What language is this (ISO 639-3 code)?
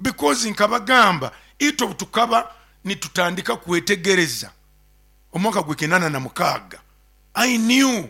nyo